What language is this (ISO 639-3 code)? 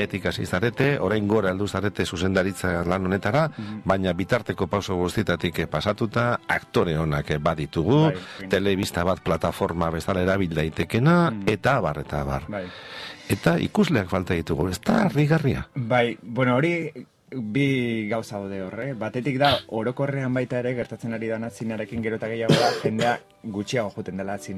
eus